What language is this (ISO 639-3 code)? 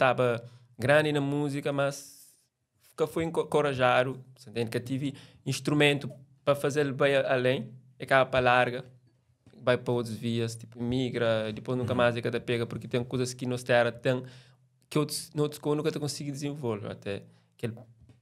kea